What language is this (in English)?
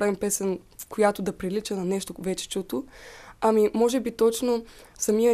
Bulgarian